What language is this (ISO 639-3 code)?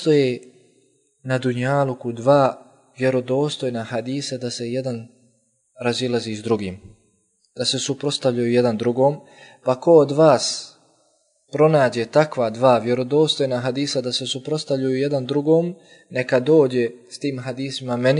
bos